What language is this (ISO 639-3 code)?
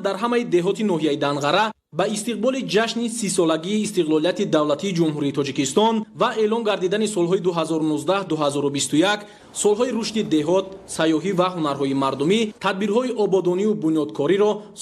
tgk